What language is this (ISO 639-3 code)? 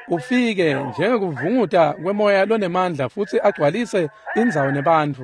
ssw